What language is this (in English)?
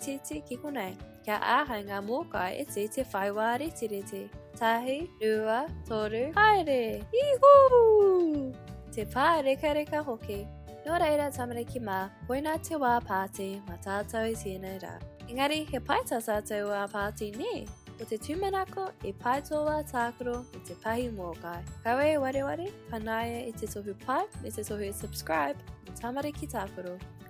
Māori